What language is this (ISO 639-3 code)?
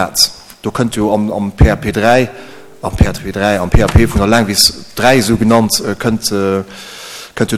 ltz